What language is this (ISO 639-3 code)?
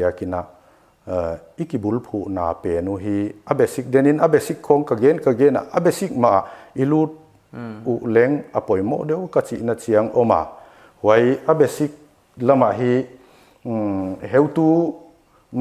pck